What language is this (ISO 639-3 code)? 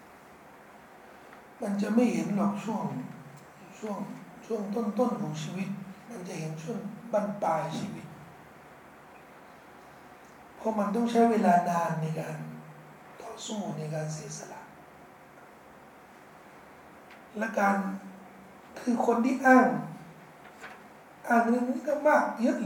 tha